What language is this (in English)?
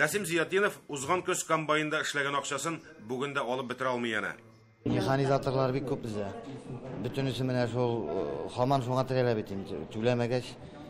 Tatar